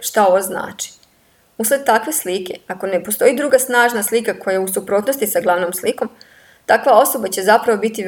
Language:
Serbian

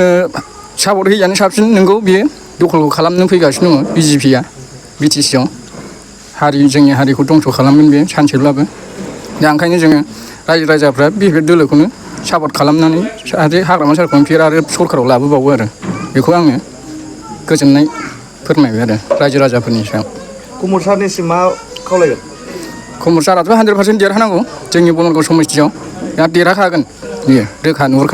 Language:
Bodo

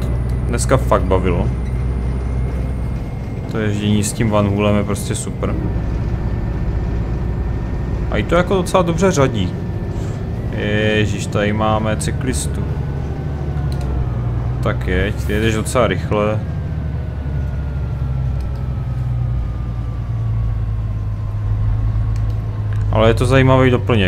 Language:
Czech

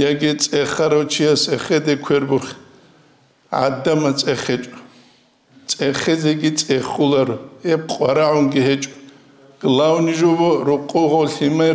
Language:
Avaric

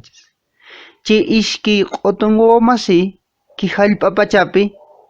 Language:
Quechua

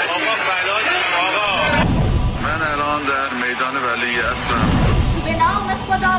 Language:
Persian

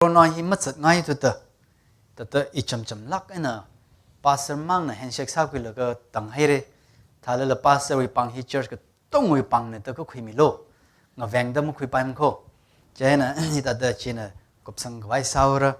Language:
Tangkhul Naga (India)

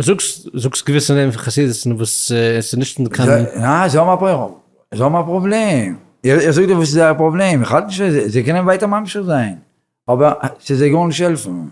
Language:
Yiddish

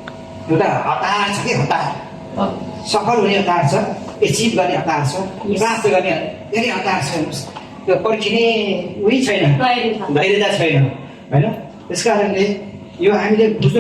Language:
Nepali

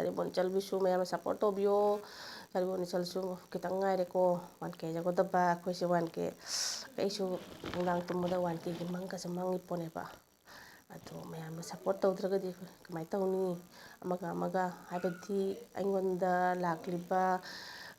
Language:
Manipuri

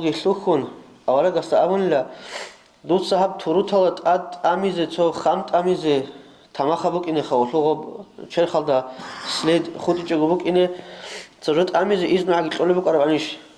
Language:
Avaric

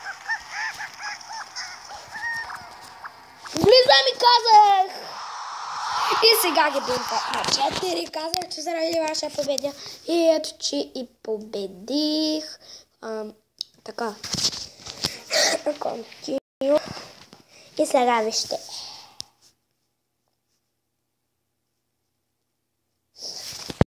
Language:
Bulgarian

